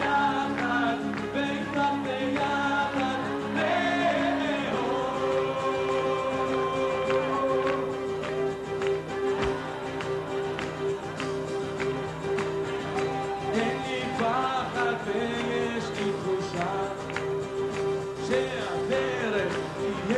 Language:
Hebrew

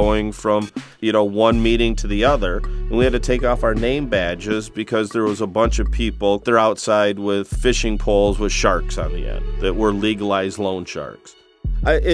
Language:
English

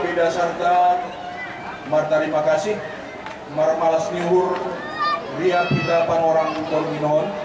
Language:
Batak Simalungun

